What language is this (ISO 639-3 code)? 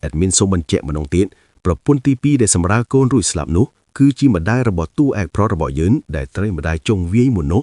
khm